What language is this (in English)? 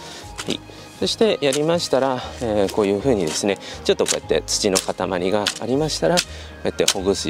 Japanese